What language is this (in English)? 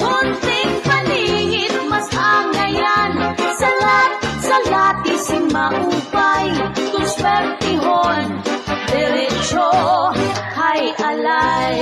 Waray